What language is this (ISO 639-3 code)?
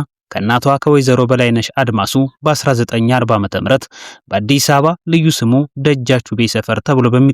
amh